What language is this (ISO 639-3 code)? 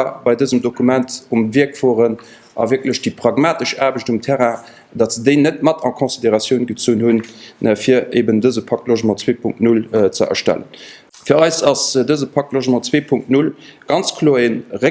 ltz